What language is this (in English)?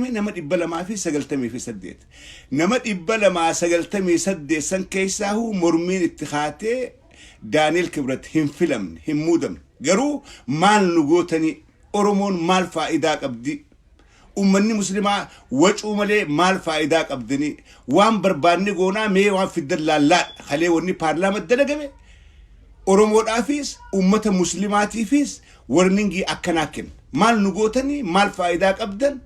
Oromo